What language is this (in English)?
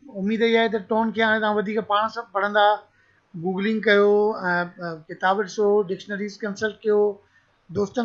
Sindhi